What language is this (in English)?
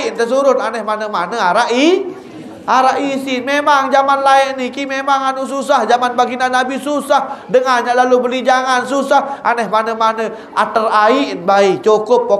Sasak